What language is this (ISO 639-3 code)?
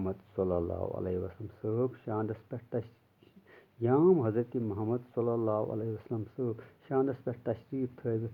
kas